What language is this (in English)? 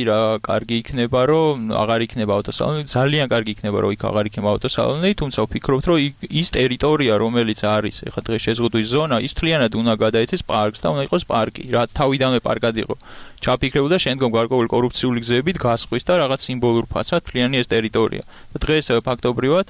Georgian